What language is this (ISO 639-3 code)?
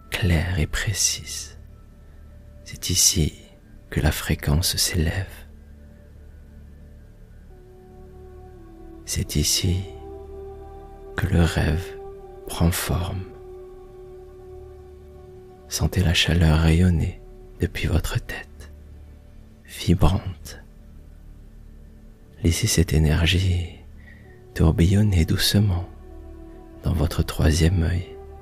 fra